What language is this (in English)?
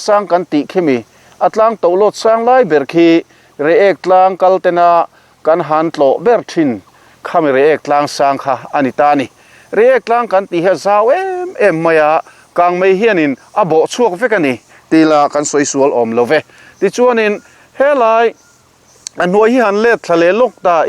Mizo